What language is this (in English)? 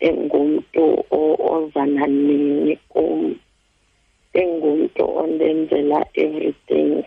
Xhosa